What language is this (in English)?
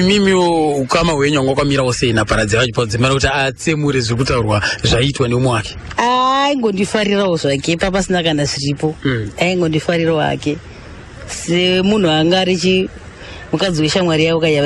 Shona